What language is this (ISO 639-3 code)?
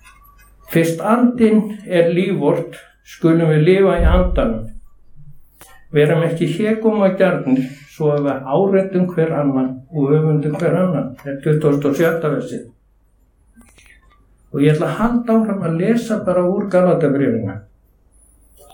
isl